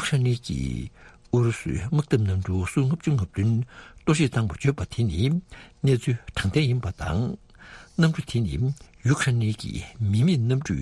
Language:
Tibetan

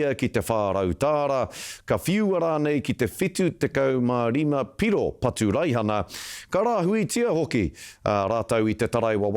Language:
Māori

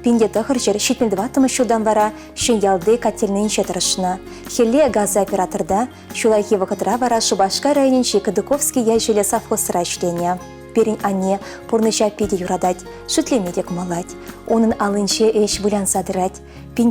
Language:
Chuvash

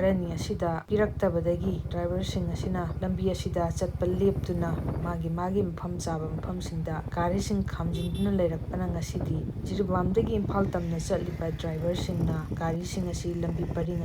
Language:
Manipuri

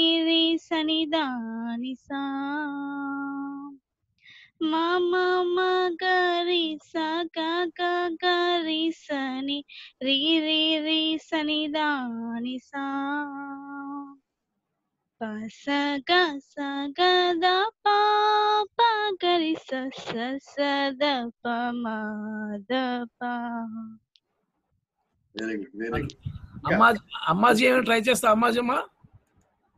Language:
Telugu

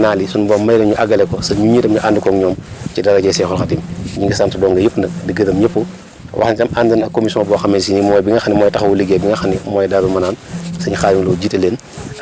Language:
Wolof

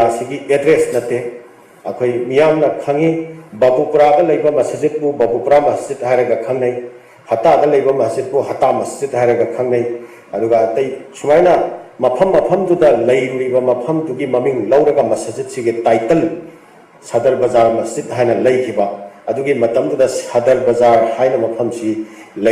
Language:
Manipuri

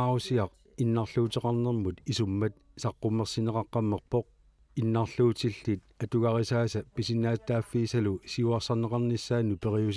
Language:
Kalaallisut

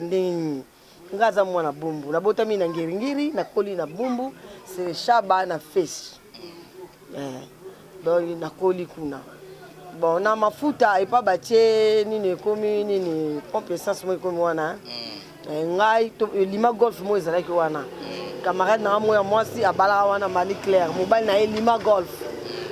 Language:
Lingala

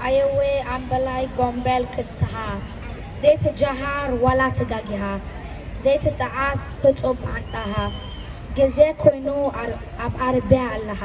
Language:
Tigrinya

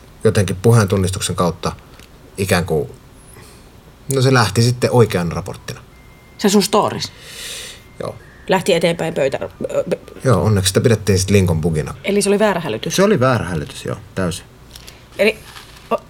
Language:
Finnish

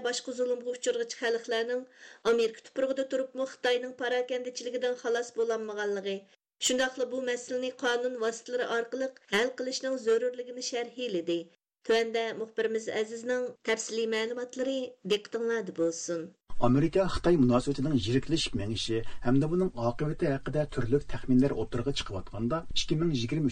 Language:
Uyghur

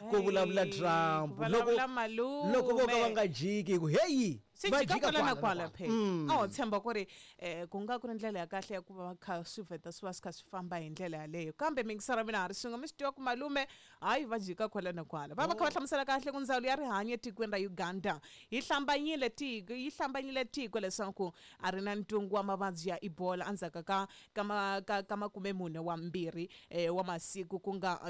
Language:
Tsonga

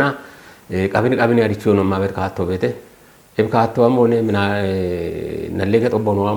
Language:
Kafa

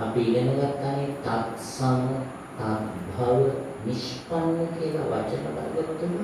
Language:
Sinhala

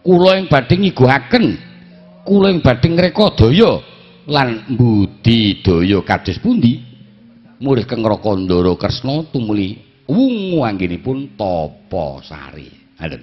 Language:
Javanese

